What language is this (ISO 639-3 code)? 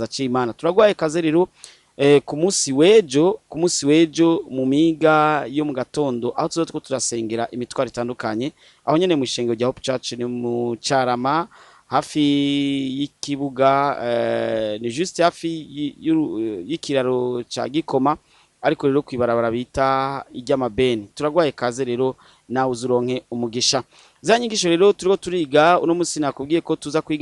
run